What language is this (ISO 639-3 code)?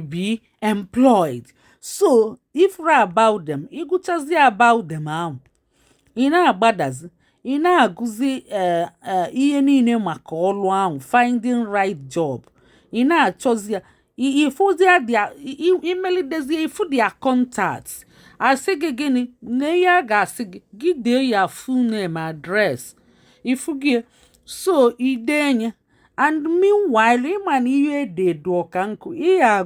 ibo